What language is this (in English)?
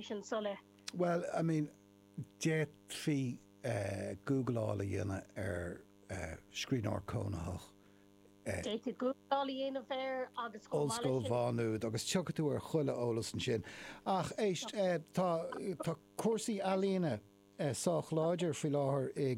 Irish